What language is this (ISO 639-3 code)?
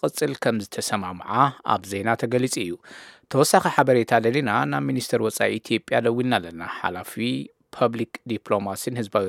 tir